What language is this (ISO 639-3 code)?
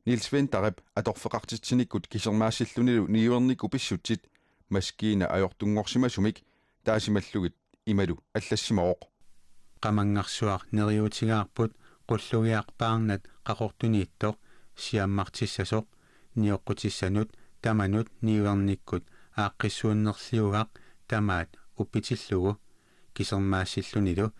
kal